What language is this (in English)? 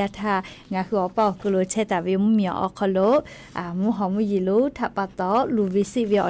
Lahu